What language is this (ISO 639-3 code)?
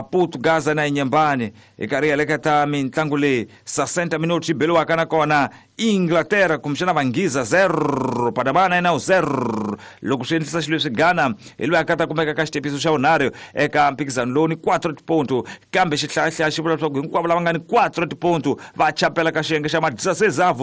tso